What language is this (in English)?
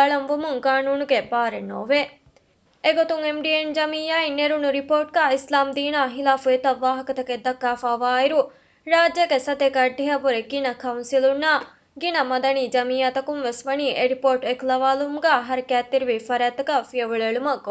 Divehi